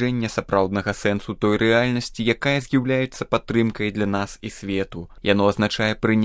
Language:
Belarusian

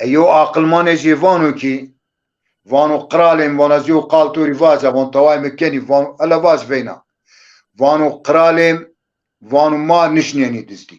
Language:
Zaza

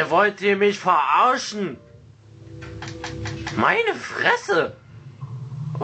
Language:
German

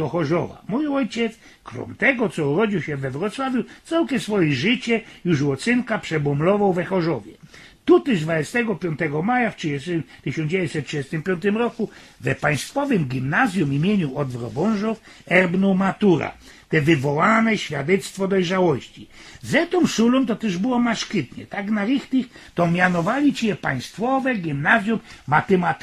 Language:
Silesian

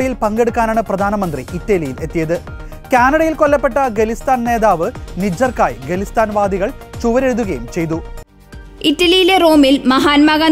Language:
Malayalam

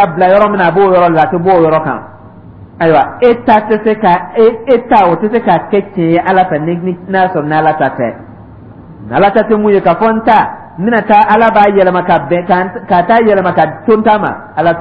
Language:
Dyula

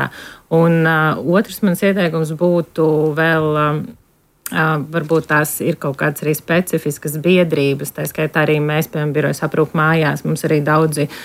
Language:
Latvian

